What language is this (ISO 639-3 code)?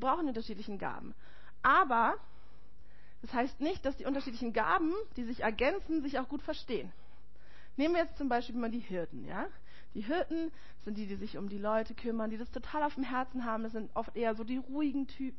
deu